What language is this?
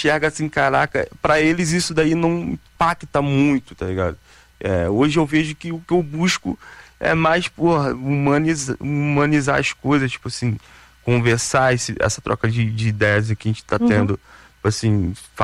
Portuguese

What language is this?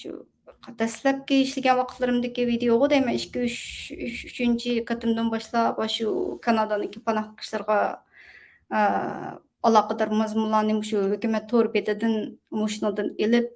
Uyghur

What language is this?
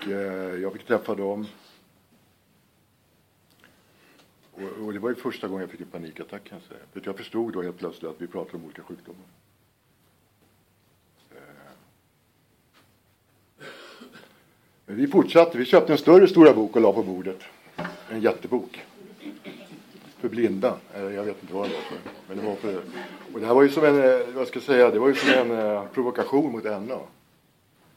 Swedish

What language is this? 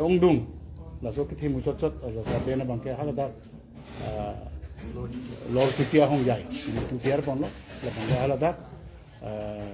Karbi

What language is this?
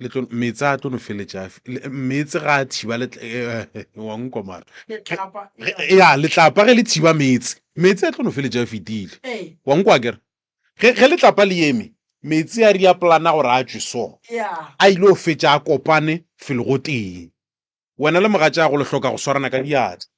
Northern Sotho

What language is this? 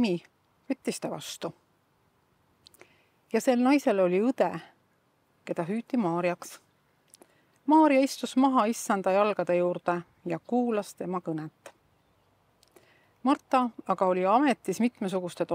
Estonian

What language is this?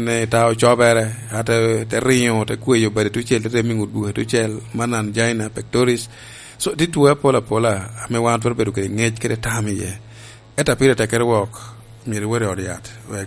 Lango (Uganda)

